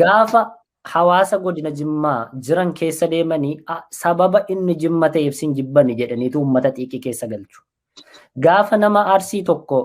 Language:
Oromo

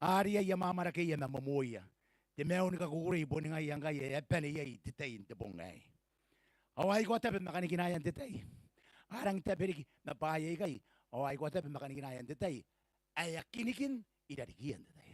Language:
Gilbertese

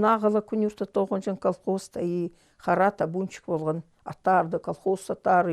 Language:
Khakas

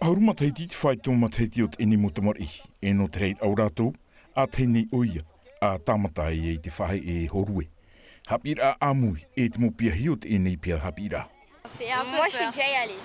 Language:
Tahitian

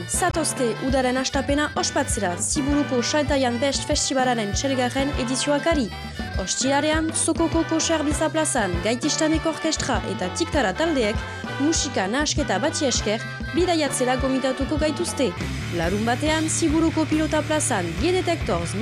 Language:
Basque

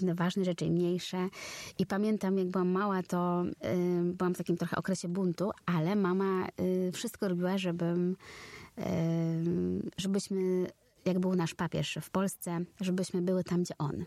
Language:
Polish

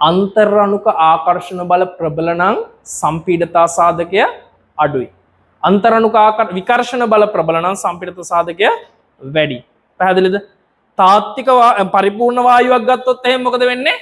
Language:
Sinhala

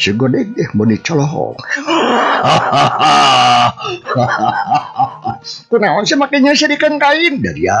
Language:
Sundanese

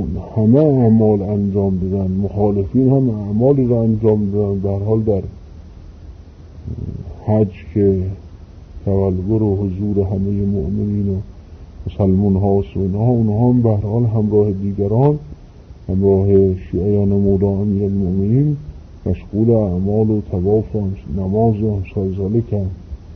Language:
Persian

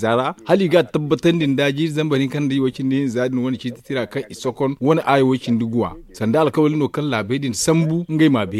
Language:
Zarma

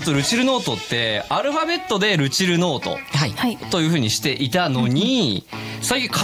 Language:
Japanese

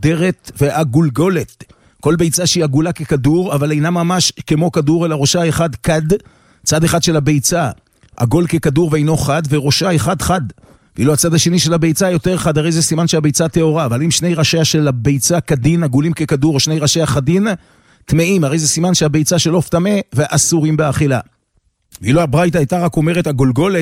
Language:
Hebrew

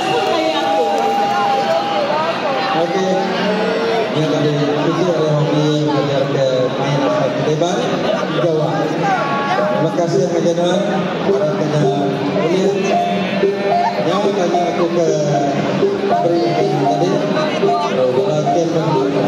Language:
Iban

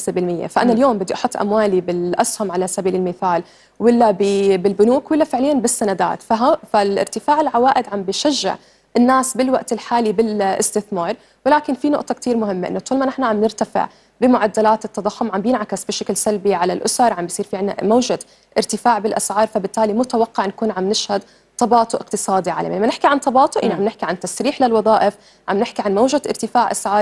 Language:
North Levantine Arabic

